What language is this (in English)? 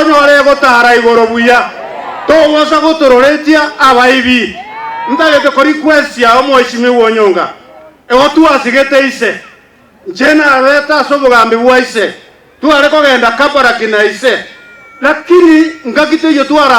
Gusii